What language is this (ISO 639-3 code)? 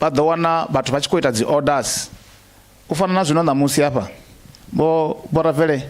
ven